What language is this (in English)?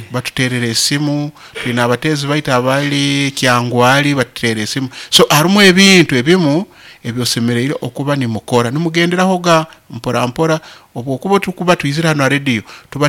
Nyoro